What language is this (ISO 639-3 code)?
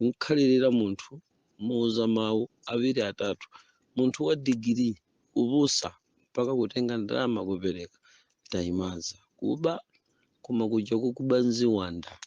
nya